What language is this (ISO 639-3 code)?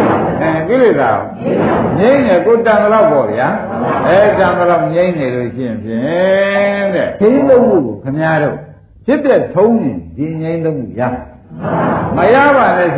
mya